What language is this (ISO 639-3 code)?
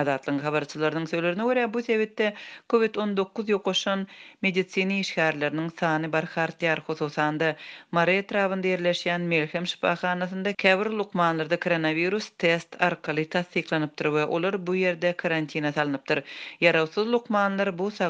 tuk